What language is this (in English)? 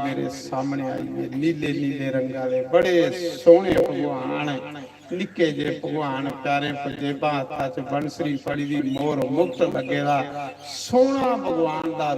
Dogri